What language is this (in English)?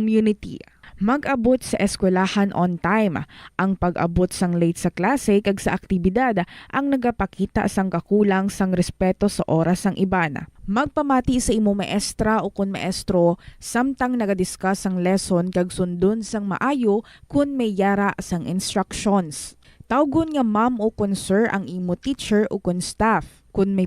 Hiligaynon